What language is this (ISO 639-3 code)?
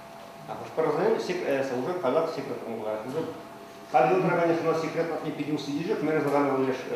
chv